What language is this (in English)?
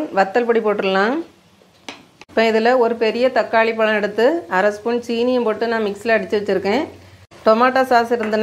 Tamil